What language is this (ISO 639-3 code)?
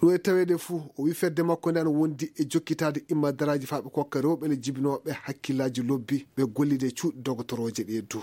ful